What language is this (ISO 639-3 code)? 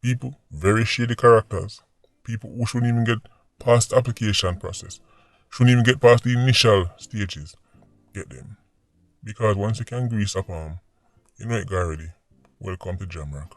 jam